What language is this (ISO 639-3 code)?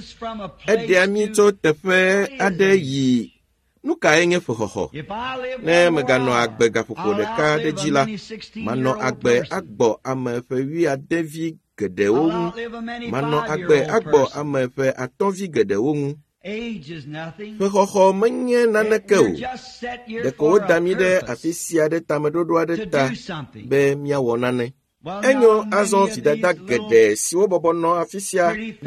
ewe